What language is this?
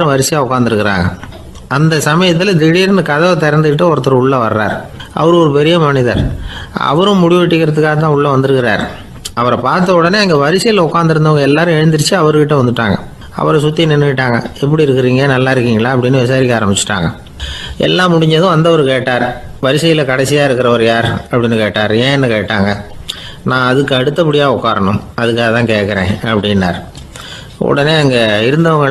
Tamil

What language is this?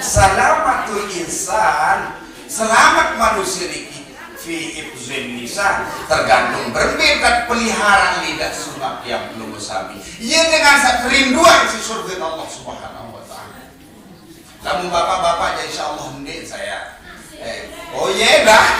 Sasak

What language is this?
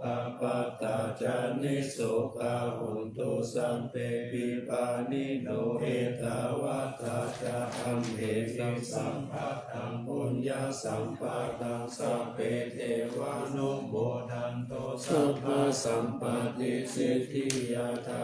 Pali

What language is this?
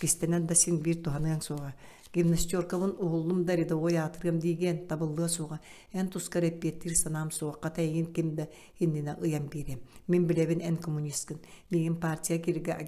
Yakut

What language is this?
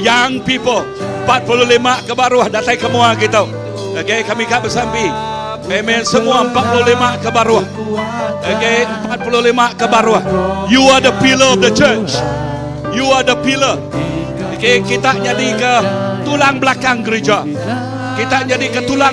Iban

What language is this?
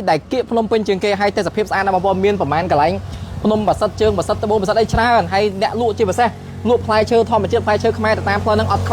Khmer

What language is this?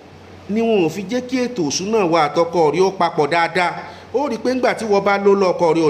Yoruba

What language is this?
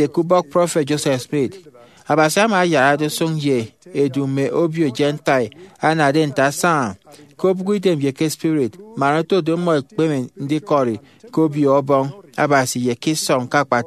Efik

